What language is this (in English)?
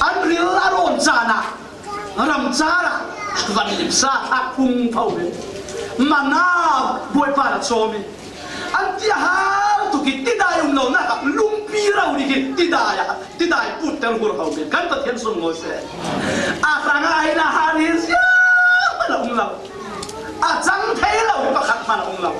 Falam Chin